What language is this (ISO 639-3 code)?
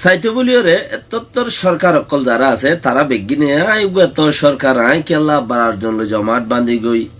rhg